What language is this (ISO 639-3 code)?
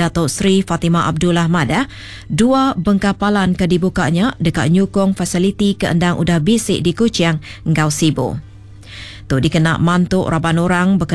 iba